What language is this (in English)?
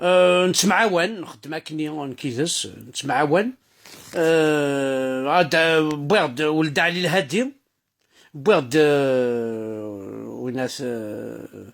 Kabyle